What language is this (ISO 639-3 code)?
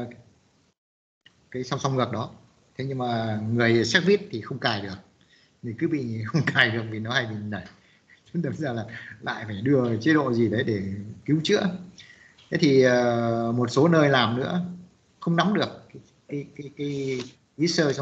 vie